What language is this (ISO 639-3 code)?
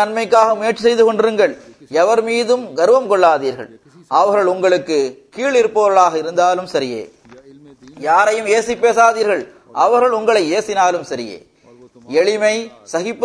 tam